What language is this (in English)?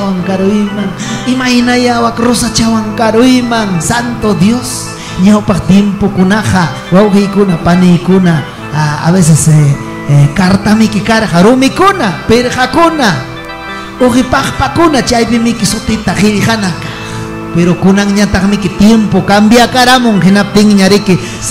Ayacucho Quechua